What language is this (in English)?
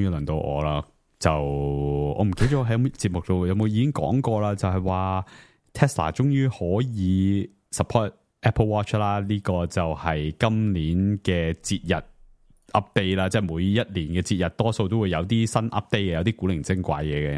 Cantonese